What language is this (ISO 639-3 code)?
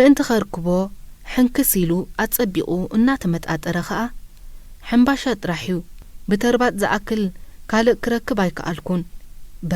tir